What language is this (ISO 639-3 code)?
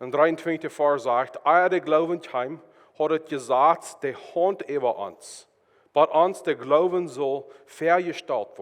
pdt